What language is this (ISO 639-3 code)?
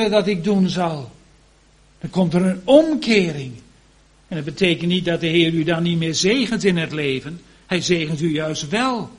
nld